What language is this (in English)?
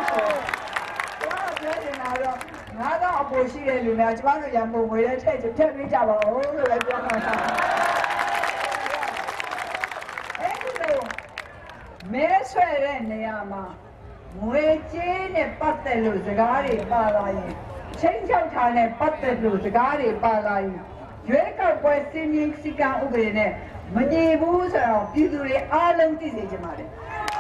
Burmese